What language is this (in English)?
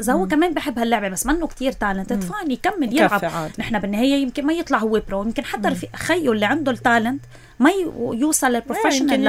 North Levantine Arabic